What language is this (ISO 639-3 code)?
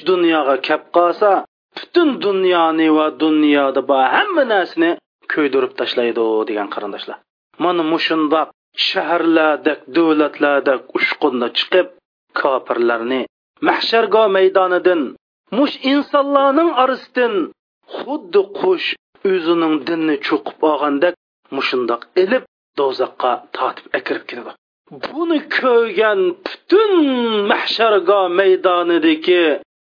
uig